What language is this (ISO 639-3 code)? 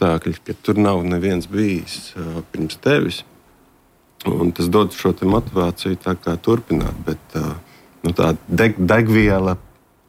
lav